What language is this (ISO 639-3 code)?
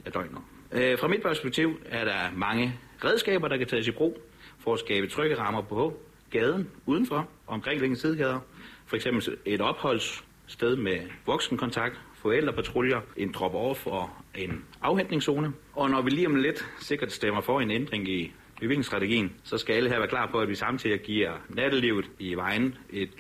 dan